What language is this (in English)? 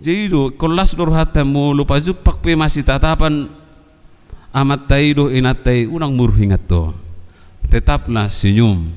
Batak Toba